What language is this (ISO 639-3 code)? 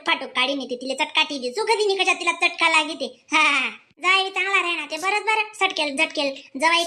khn